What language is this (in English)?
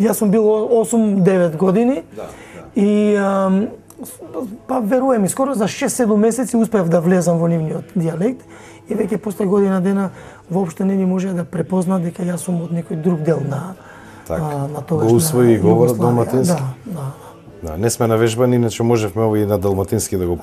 Macedonian